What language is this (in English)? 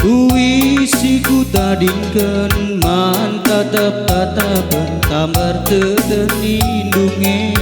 Batak Karo